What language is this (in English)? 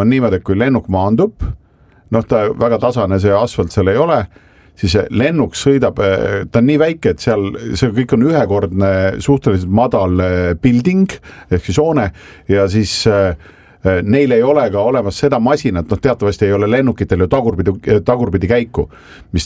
Estonian